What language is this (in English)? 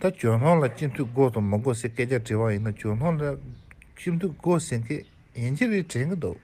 Tibetan